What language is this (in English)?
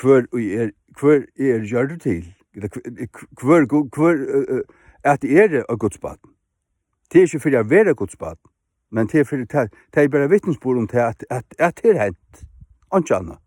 Faroese